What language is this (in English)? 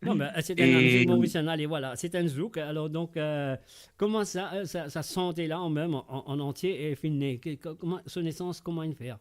Morisyen